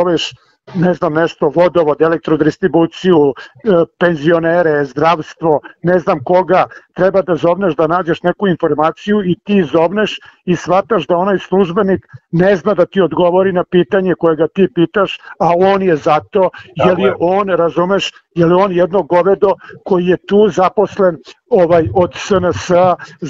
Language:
Serbian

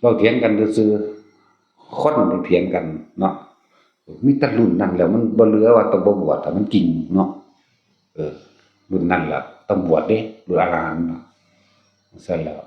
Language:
Northeastern Thai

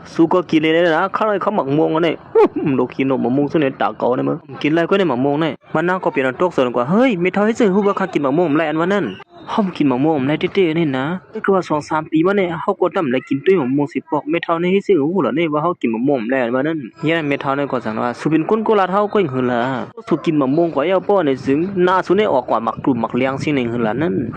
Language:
Shan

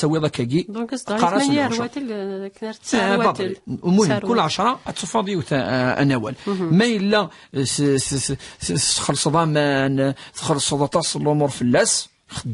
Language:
Kabyle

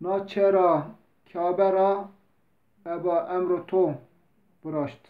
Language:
Zaza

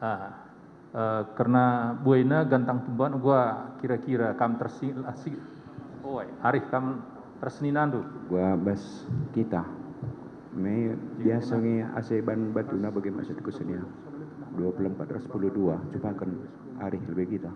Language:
Batak Karo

